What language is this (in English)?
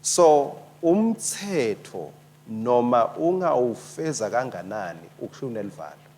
Swati